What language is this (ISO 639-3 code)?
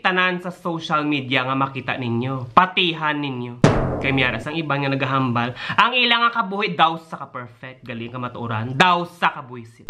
hil